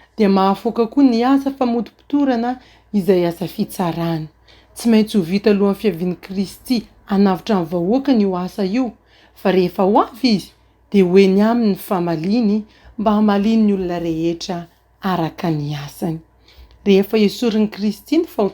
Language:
Malagasy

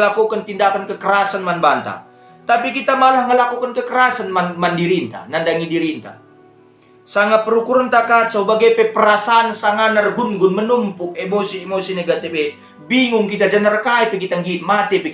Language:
Batak Karo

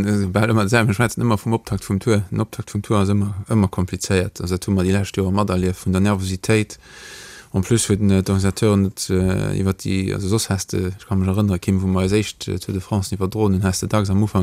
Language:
Luxembourgish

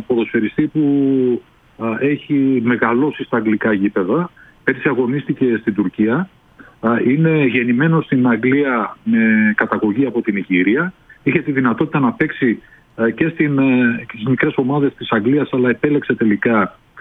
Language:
Greek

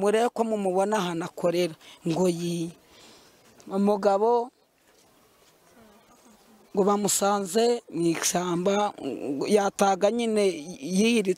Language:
Kinyarwanda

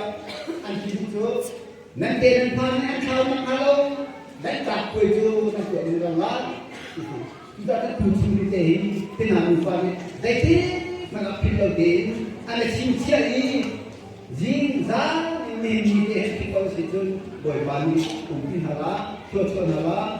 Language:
Hakha Chin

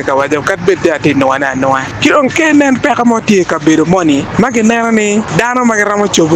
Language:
Acoli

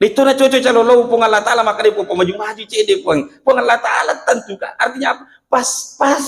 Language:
Buginese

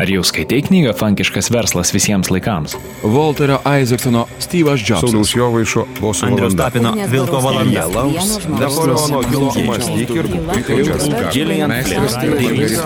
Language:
Lithuanian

